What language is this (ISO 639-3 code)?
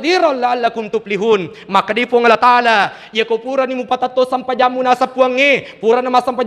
bug